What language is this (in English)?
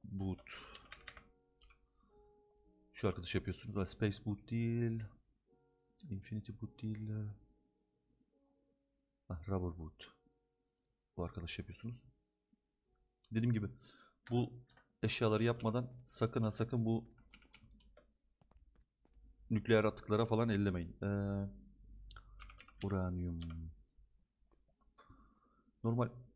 Turkish